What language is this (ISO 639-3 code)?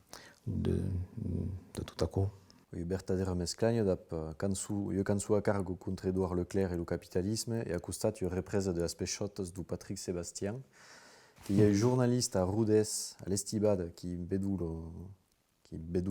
oci